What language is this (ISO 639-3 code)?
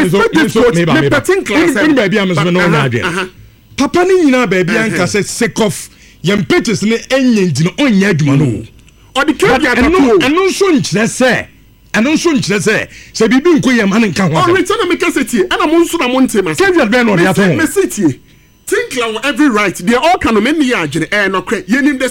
aka